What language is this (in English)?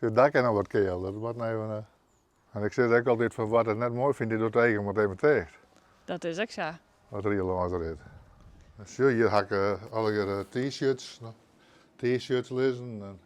Western Frisian